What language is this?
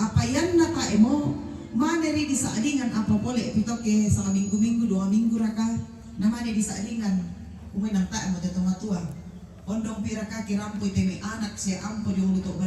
Toraja-Sa'dan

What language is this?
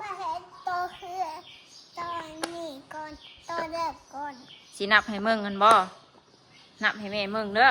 Northeastern Thai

